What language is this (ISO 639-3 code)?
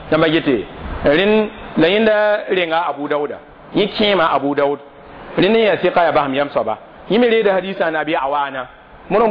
mos